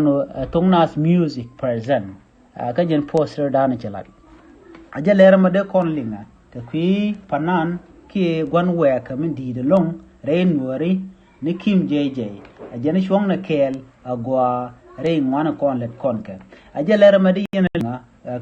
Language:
Nuer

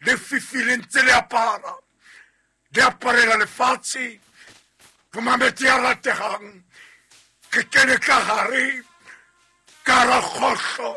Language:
Southern Sotho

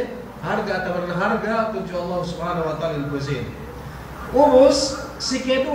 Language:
Yakan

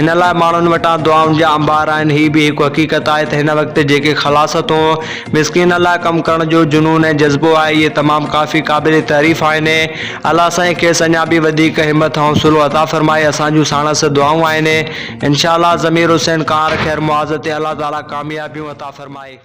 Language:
Sindhi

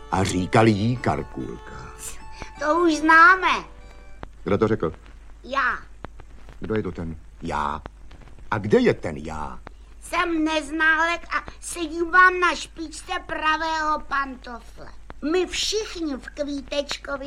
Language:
Czech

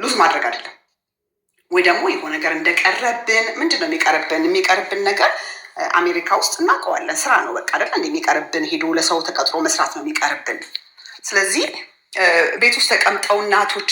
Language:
Amharic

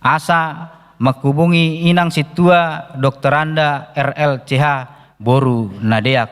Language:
Batak Toba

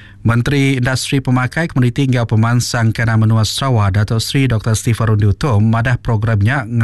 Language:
Iban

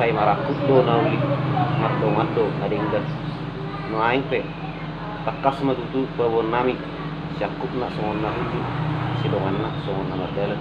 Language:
Batak Toba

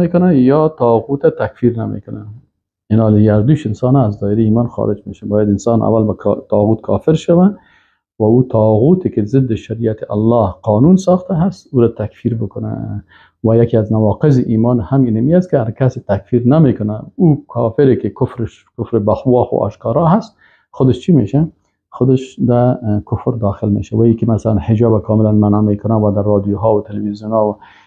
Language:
Persian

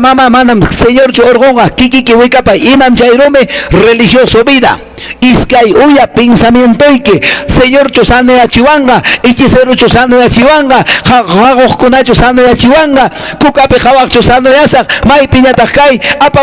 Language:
Quechua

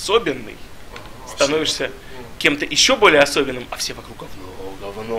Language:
Russian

